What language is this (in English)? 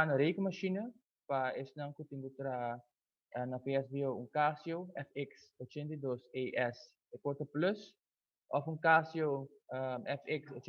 Papiamento